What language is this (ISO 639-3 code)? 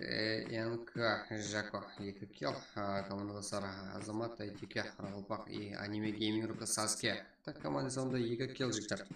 kaa